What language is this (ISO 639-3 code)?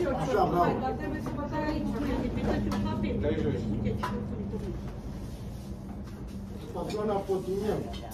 ron